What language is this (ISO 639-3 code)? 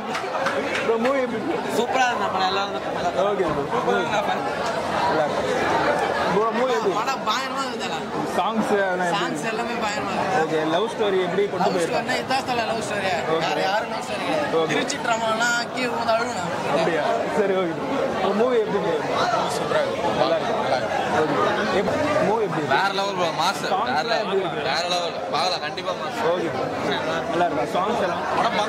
tam